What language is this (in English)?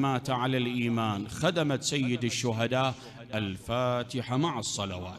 Mesopotamian Arabic